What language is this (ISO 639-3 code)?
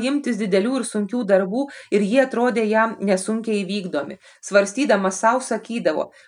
lit